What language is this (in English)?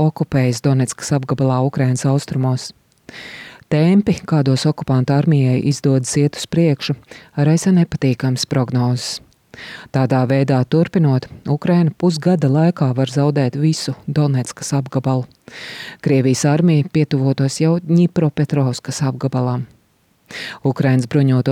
Latvian